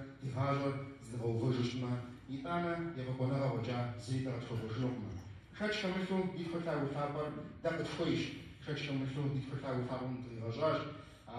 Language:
Kabardian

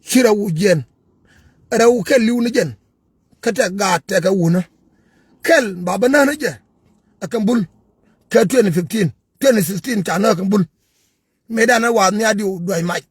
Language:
Nuer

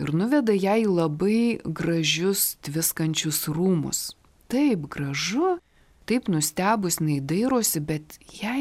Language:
Lithuanian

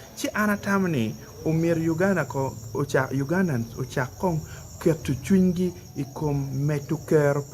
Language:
Acoli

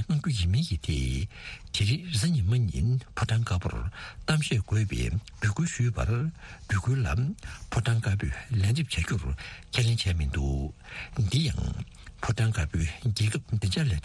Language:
Tibetan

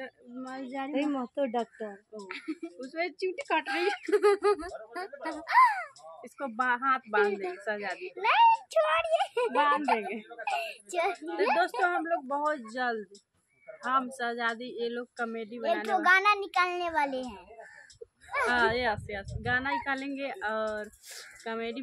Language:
Hindi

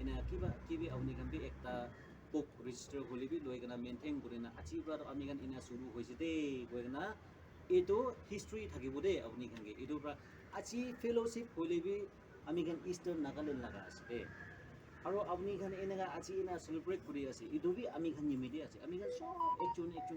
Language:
Naga Pidgin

